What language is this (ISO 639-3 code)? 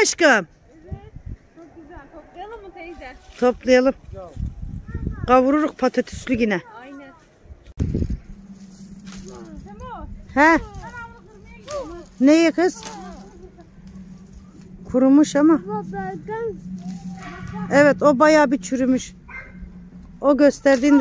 tur